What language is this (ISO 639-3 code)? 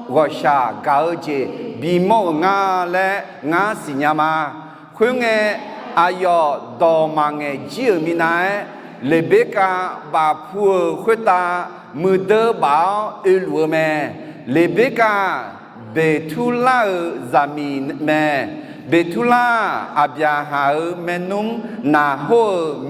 ahk